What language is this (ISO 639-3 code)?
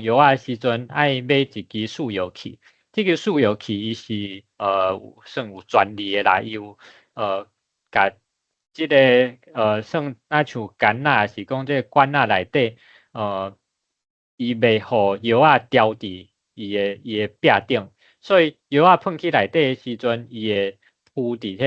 nan